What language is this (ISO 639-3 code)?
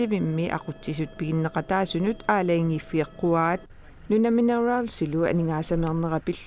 kal